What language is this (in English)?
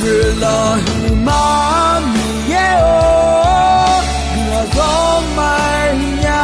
Akha